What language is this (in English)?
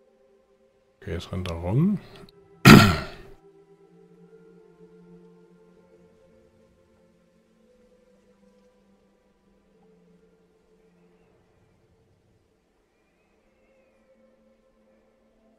German